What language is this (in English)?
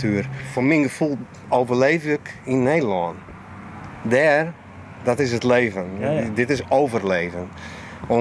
Western Frisian